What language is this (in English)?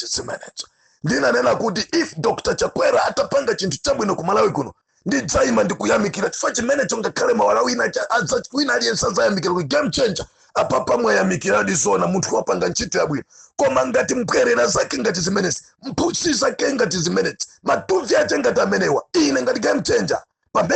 Nyanja